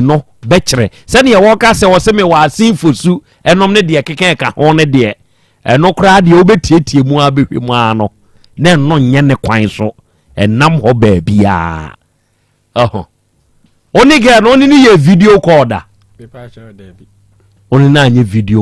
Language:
Akan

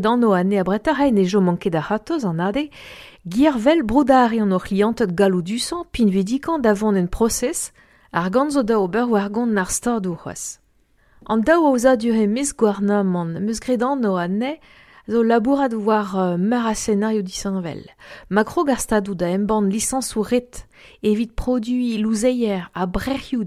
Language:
Breton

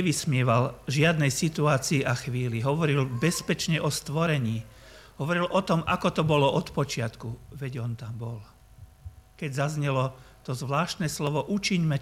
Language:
Slovak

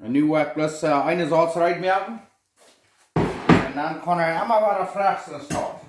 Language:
Plautdietsch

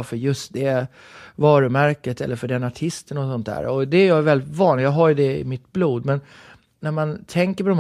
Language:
Swedish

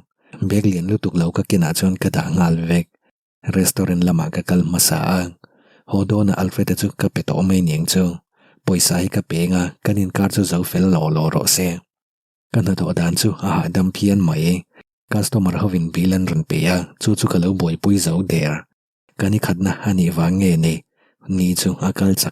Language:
Mizo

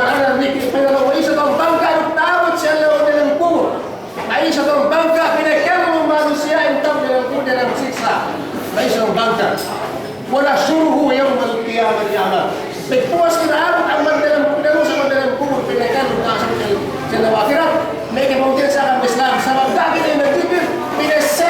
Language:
Yakan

